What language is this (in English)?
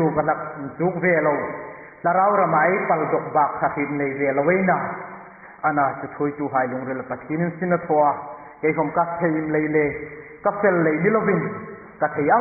Hmar